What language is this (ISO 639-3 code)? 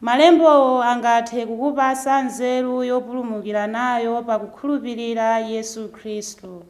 nya